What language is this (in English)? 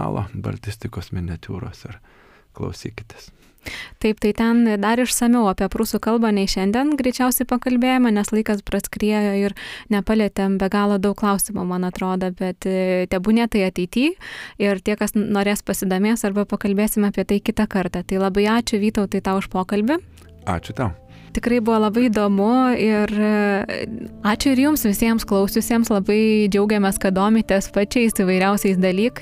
Lithuanian